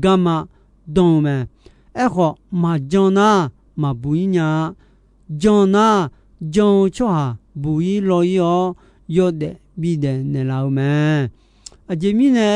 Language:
Akha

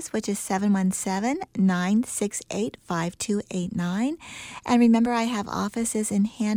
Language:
English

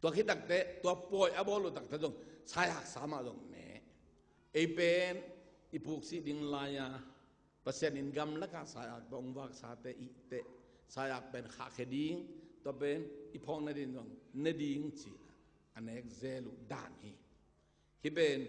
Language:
Tedim Chin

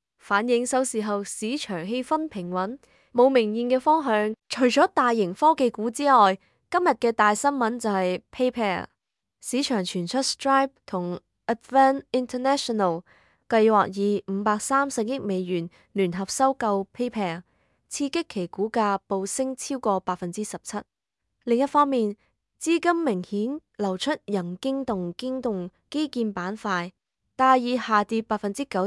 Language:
Cantonese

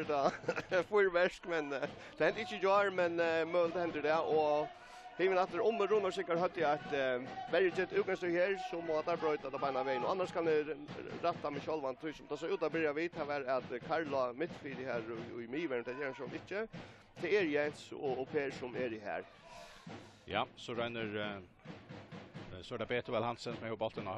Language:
Faroese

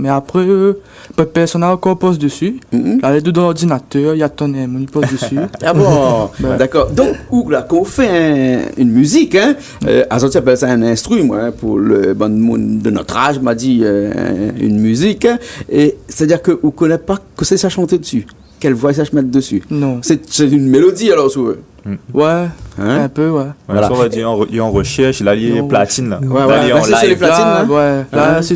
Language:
Réunion Creole French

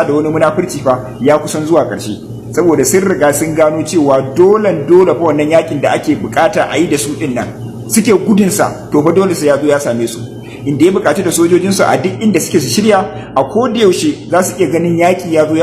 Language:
Hausa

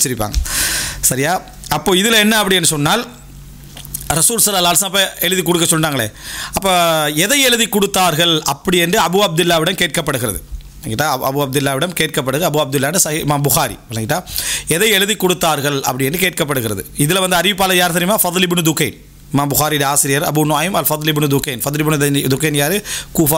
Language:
Tamil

